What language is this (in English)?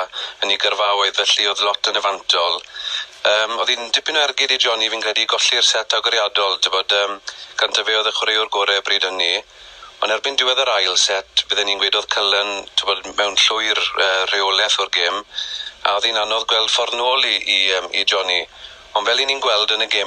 Welsh